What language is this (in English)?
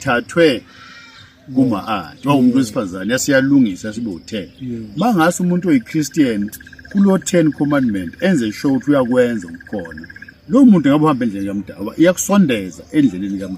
Zulu